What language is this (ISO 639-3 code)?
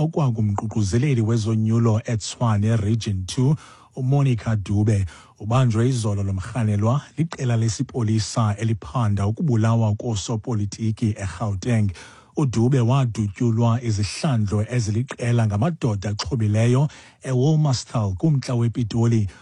xho